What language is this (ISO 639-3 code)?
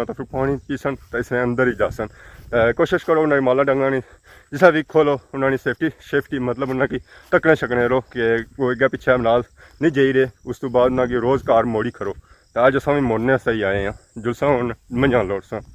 phr